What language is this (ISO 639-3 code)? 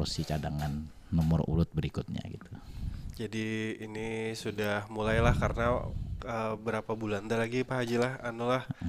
bjn